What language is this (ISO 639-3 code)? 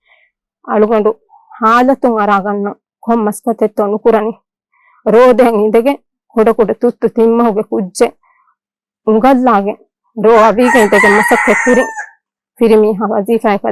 div